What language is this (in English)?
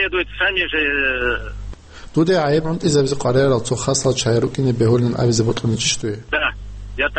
Avaric